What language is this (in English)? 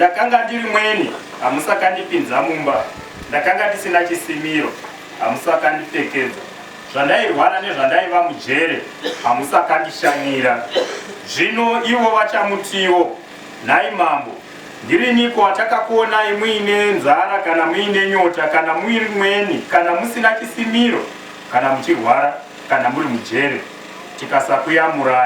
Shona